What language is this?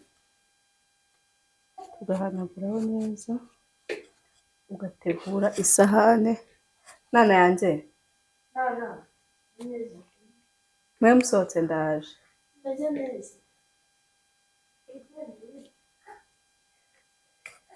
Kinyarwanda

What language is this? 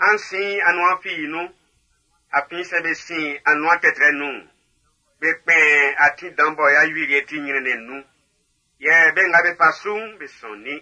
Baoulé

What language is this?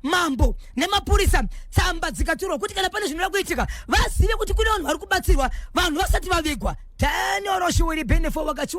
Shona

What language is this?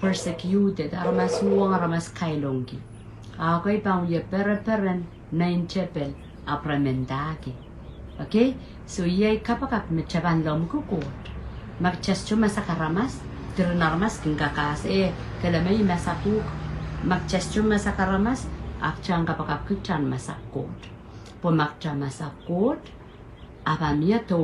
Pohnpeian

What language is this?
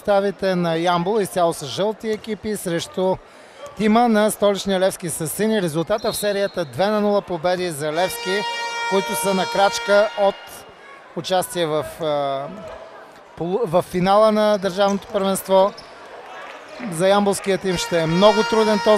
Bulgarian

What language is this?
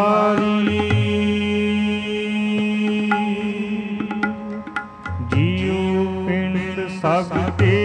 Punjabi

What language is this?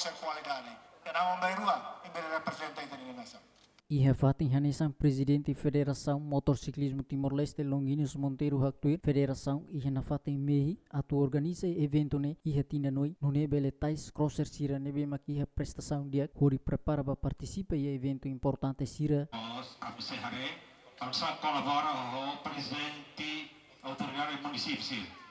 Tetum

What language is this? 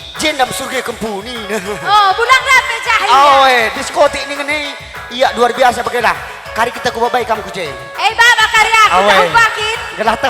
Batak Karo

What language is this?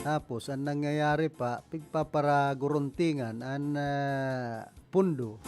Bikol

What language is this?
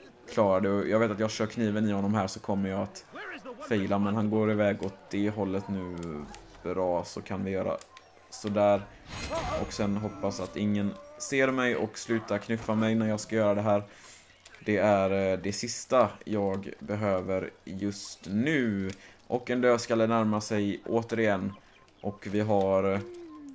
Swedish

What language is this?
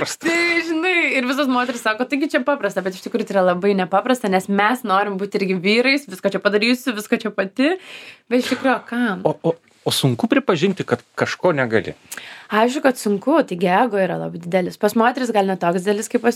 Lithuanian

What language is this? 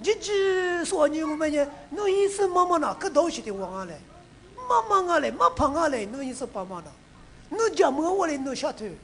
Lisu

